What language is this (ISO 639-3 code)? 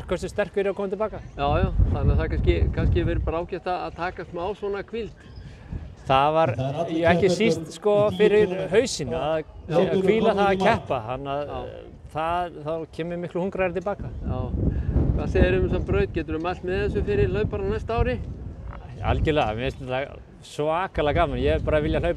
isl